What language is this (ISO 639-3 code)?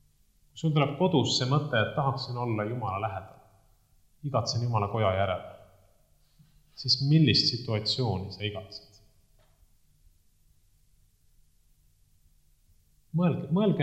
est